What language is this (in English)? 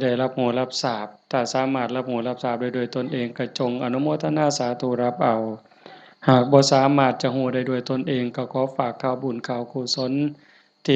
Northeastern Thai